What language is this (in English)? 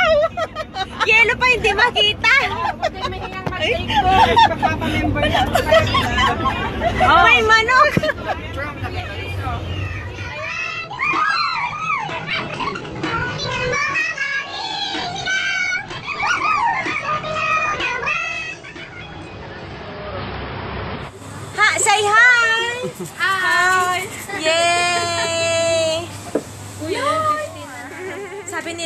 Filipino